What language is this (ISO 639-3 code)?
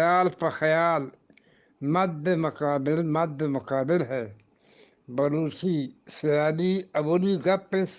bgp